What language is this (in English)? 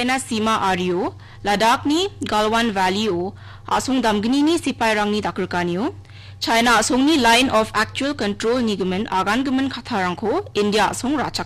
Garo